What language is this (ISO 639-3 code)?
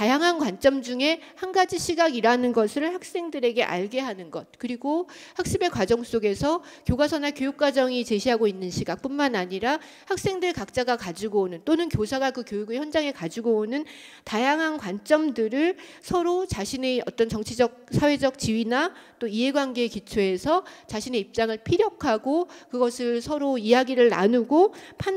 kor